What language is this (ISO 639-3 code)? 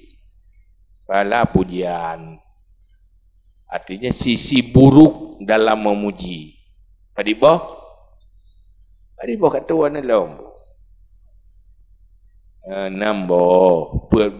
ace